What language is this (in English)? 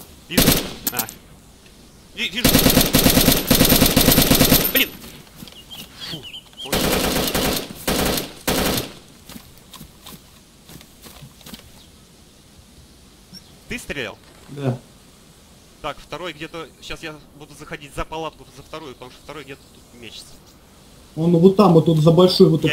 Russian